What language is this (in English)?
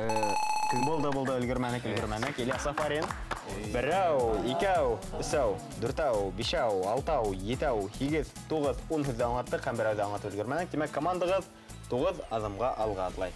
Bashkir